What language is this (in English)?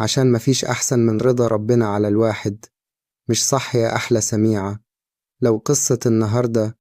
Egyptian Arabic